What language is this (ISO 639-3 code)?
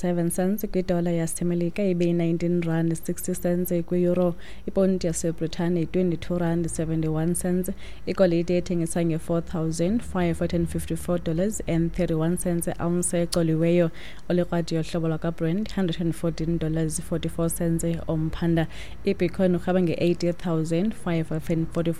xho